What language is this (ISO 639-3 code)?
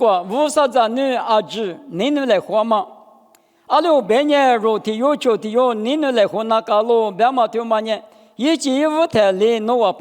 lis